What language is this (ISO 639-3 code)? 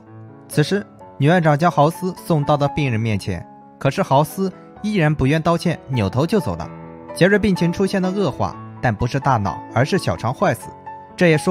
zho